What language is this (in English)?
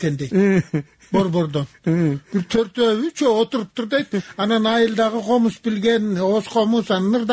Kyrgyz